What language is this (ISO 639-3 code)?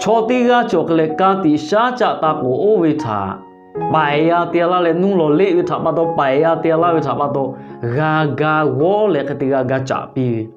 lhu